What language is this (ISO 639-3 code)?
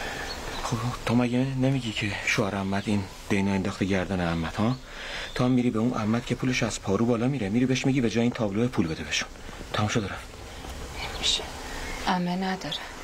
fas